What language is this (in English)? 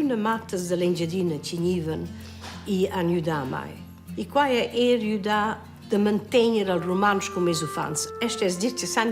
Romansh